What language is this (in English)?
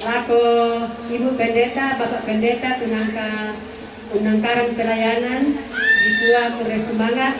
Toraja-Sa'dan